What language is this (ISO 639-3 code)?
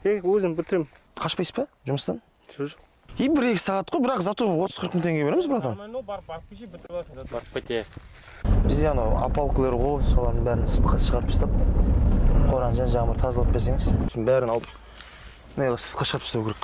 kaz